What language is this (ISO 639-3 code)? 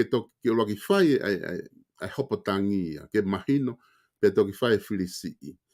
ton